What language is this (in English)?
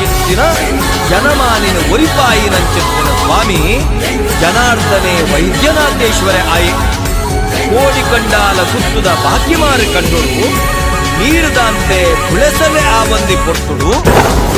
Tulu